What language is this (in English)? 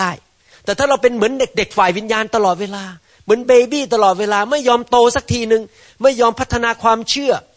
Thai